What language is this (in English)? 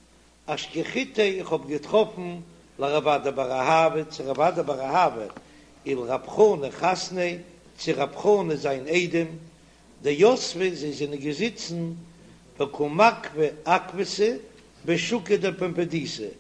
Yiddish